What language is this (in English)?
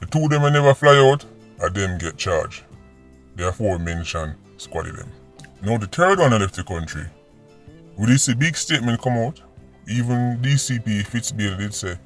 Jamaican Creole English